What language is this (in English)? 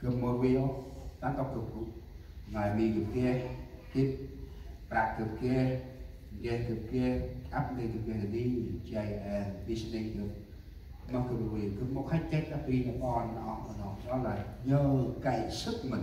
Central Mnong